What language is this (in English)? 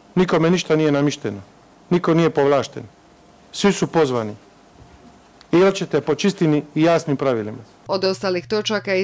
Croatian